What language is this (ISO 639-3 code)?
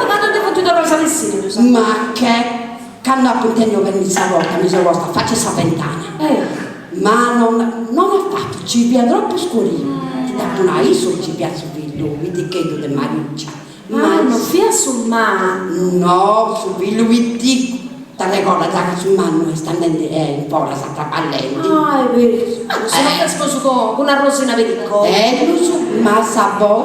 srd